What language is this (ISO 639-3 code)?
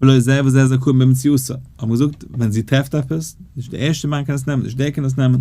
yid